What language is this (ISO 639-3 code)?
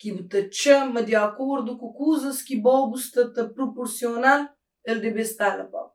kea